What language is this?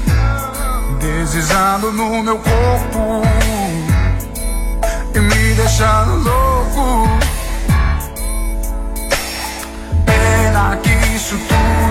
Portuguese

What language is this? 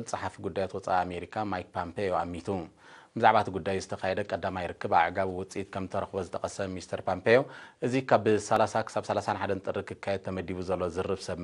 Tigrinya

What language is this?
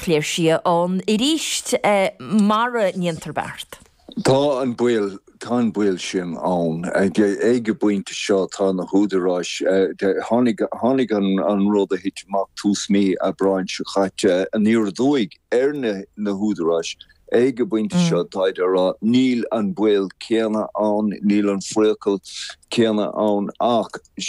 Irish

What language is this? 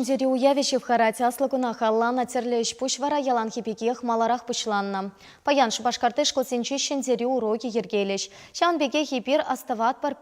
Chuvash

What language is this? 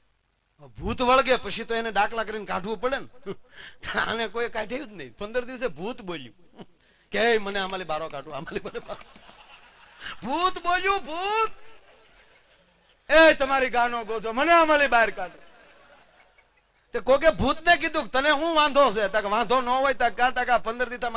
Gujarati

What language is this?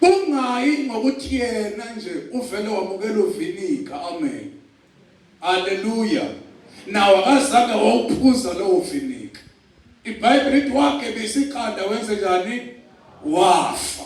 Zulu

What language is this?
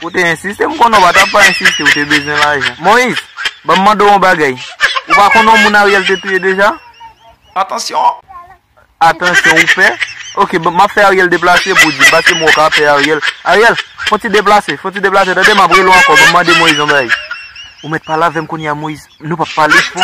Haitian Creole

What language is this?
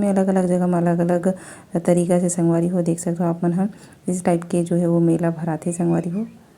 Chhattisgarhi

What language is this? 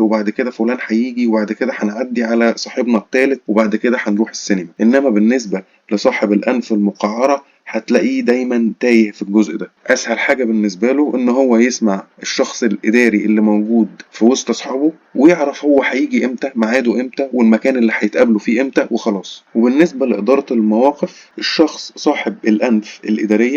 Egyptian Arabic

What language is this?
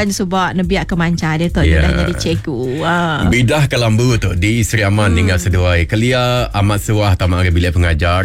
Iban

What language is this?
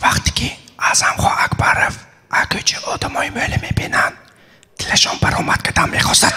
Tajik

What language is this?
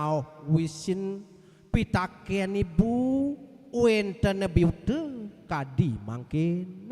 Balinese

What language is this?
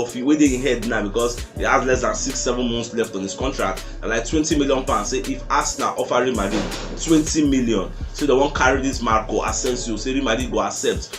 Nigerian Pidgin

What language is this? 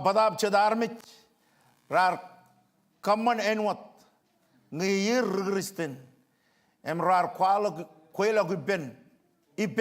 Marshallese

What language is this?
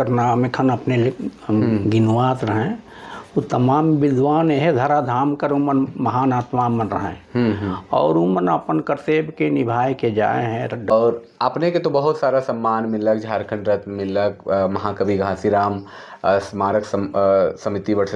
Sadri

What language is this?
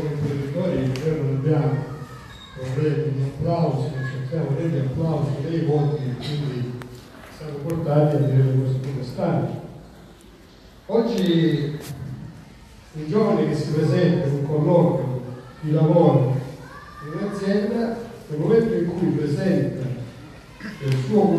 Italian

